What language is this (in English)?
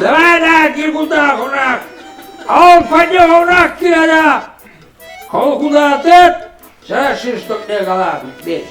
Chuvash